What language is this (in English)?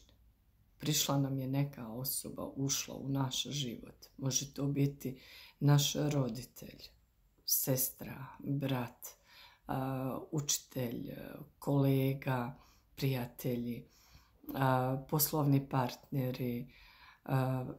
Croatian